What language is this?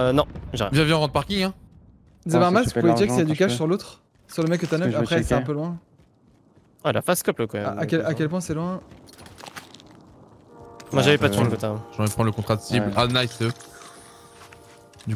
French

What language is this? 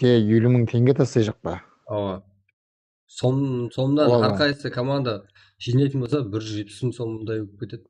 Kara-Kalpak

